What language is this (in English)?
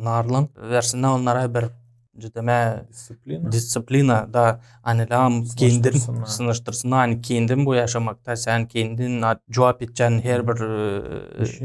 Gagauz